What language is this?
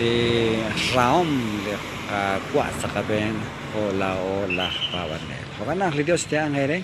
Kekchí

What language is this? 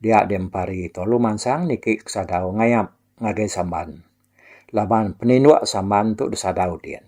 Iban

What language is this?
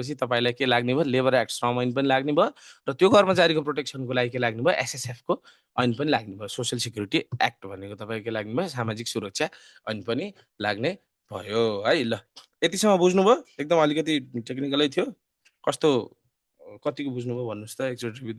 Nepali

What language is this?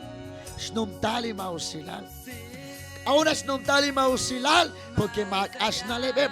Kekchí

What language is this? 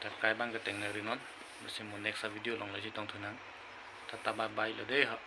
Karbi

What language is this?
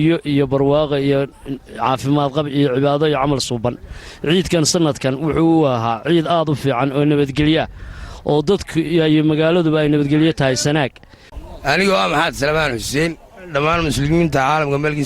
Somali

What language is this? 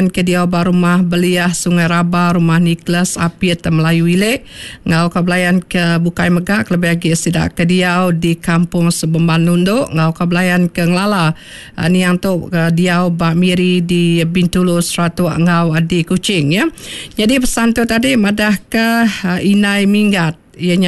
Iban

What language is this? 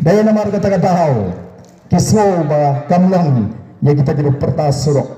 Khasi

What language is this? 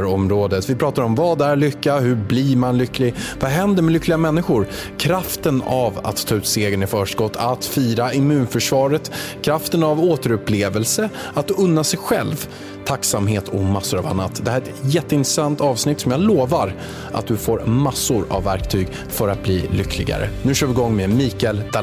Swedish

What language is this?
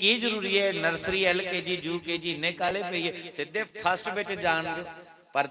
Dogri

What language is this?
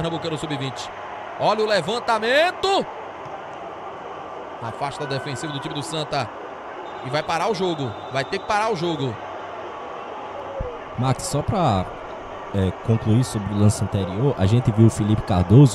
Portuguese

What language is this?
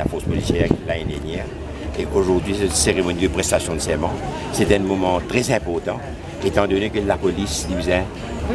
Morisyen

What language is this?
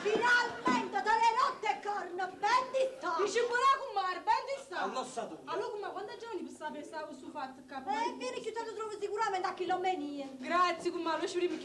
Neapolitan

